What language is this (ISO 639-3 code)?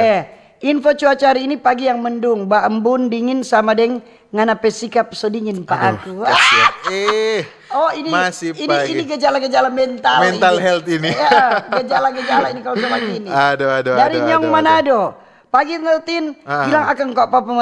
xmm